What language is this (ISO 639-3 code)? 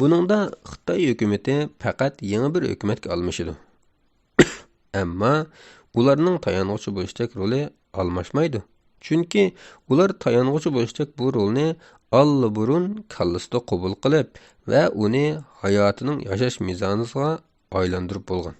uig